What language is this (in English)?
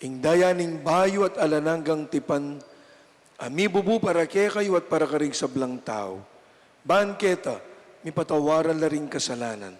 Pampanga